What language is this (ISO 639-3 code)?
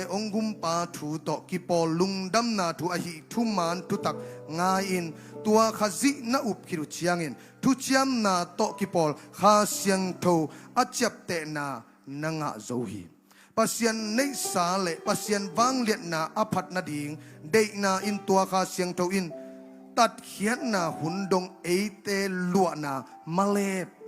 ctd